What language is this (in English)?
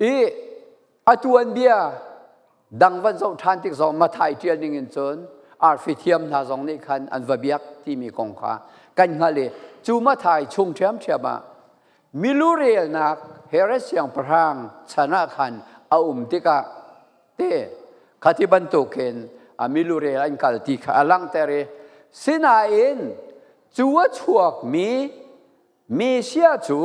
Falam Chin